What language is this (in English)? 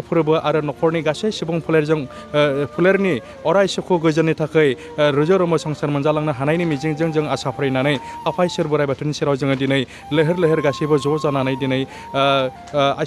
Bodo